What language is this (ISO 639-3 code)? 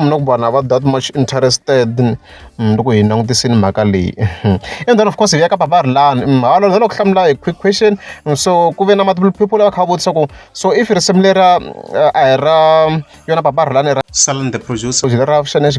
tso